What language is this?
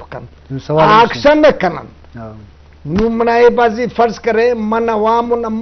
Eastern Balochi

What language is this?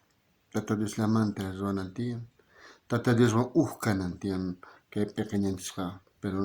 South Bolivian Quechua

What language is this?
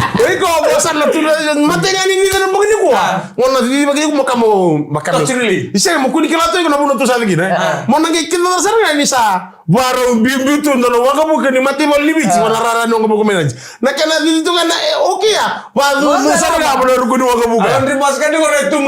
Fijian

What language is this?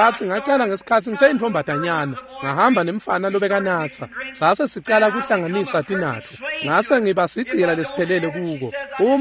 Swati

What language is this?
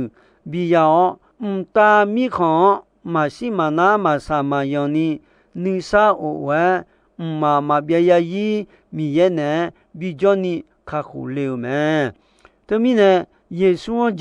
Akha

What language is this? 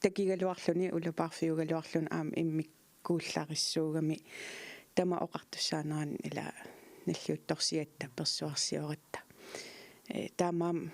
Kalaallisut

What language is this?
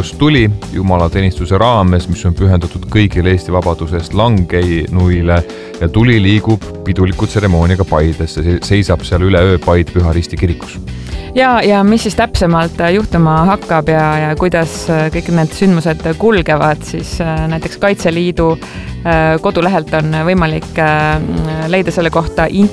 Estonian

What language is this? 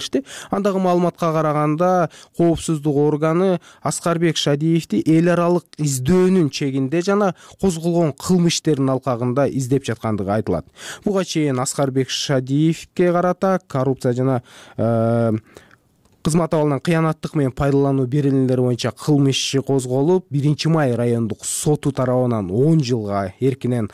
Kyrgyz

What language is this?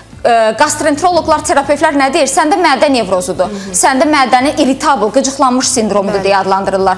Azerbaijani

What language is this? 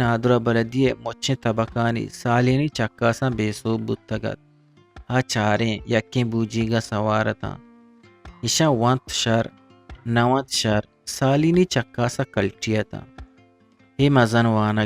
Eastern Balochi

